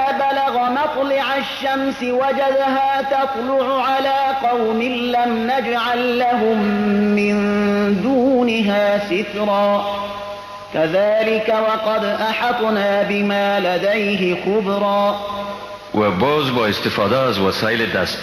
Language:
Persian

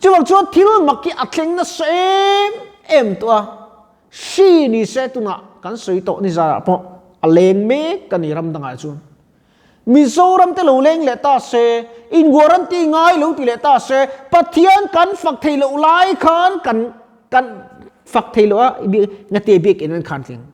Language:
Mizo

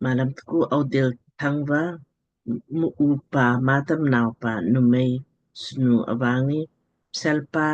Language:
Lamkang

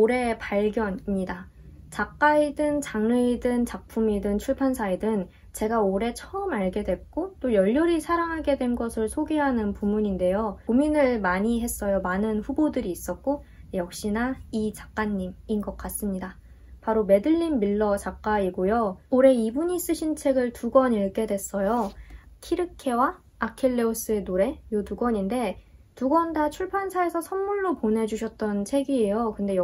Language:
Korean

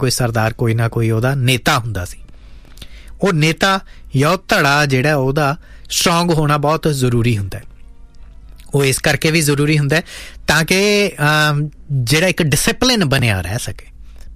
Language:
Punjabi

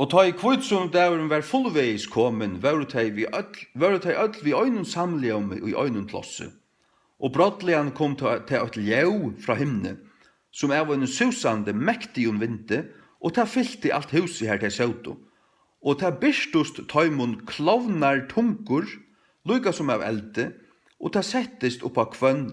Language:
Faroese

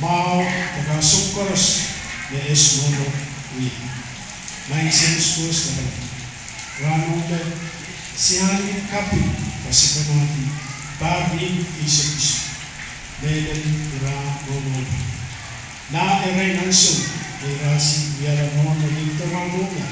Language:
Pohnpeian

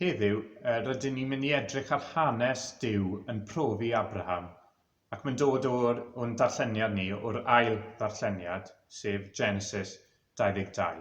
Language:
Welsh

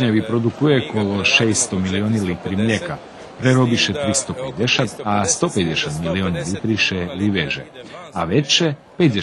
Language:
Rusyn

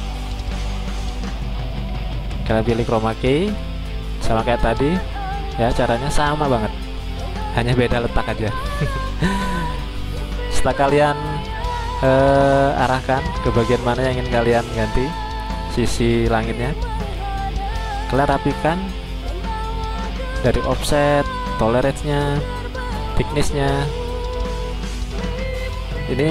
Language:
Indonesian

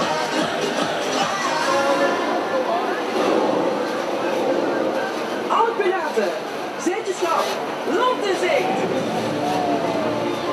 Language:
Dutch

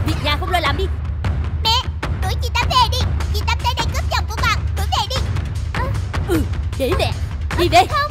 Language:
Vietnamese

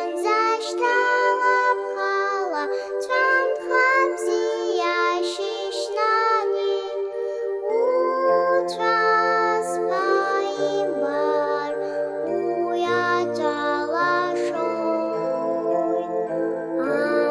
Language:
Abkhazian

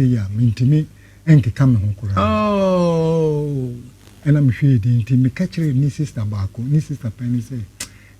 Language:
Akan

